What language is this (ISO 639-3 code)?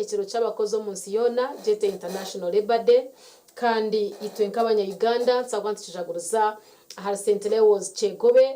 nyn